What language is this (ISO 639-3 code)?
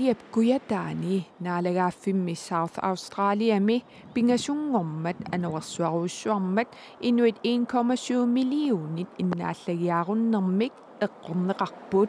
kal